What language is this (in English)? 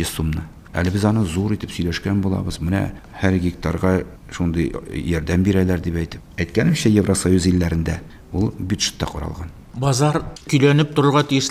Tatar